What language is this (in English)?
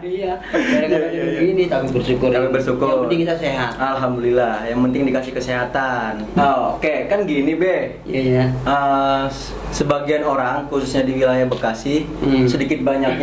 Betawi